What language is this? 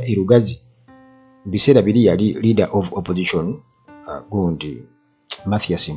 Ganda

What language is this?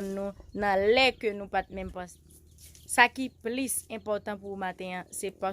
Haitian Creole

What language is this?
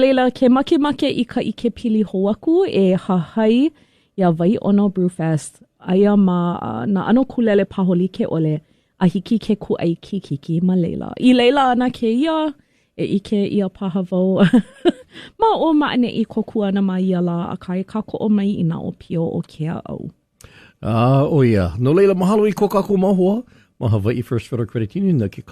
Hawaiian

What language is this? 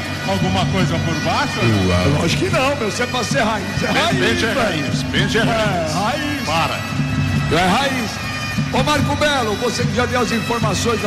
Portuguese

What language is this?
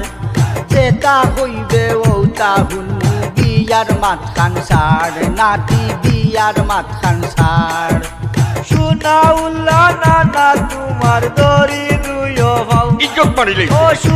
Sylheti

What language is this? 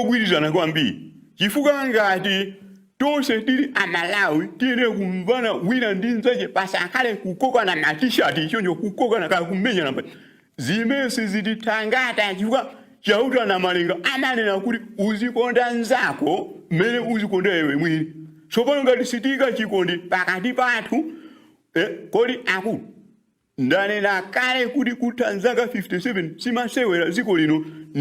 Nyanja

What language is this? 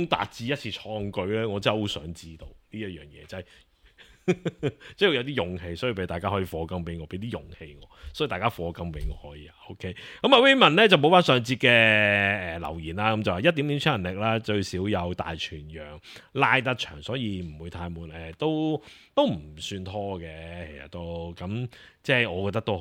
Cantonese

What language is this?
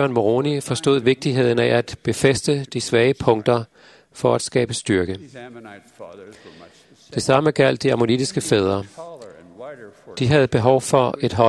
Danish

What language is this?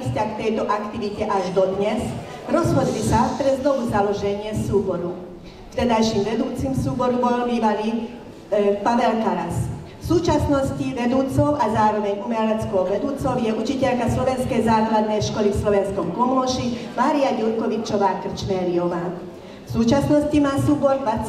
Slovak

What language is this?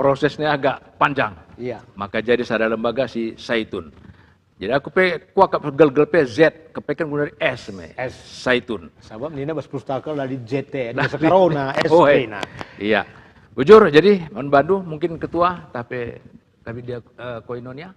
Batak Karo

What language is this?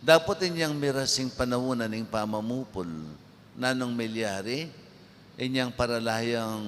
Pampanga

